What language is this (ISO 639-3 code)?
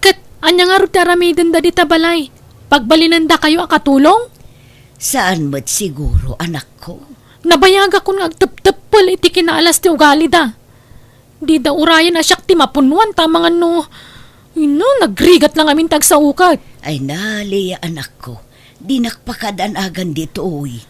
ilo